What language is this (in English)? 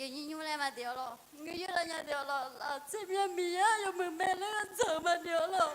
Akha